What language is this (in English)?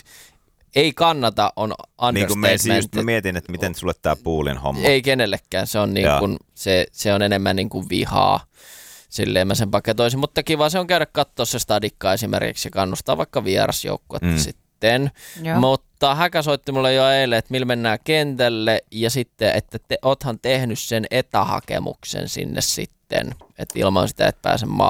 Finnish